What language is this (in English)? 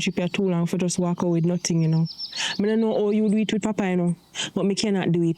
Jamaican Creole English